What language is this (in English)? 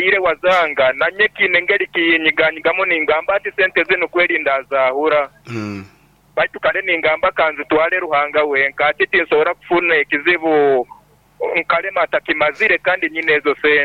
Nyankole